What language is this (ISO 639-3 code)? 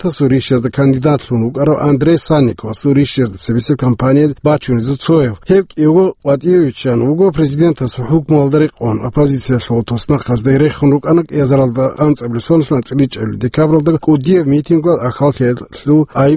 ava